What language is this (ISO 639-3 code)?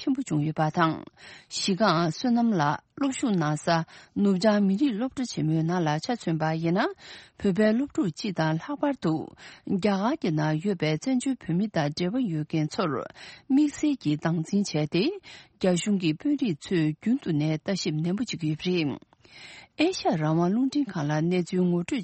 bod